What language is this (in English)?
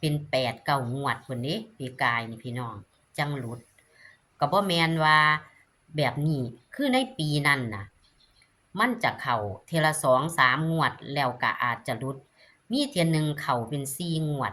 Northeastern Thai